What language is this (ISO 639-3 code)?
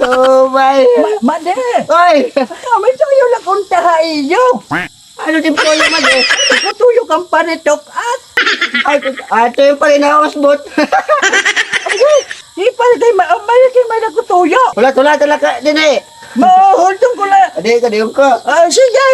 war